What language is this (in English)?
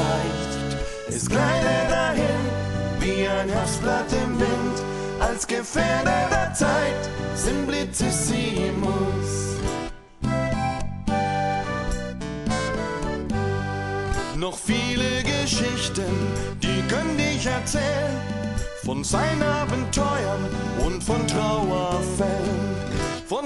German